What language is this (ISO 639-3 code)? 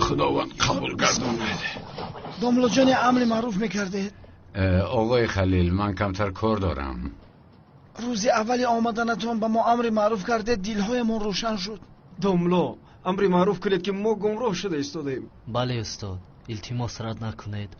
tgk